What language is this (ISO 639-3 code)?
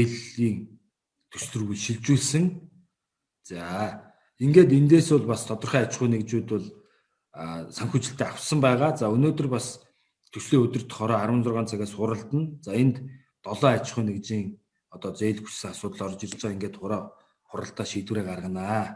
mon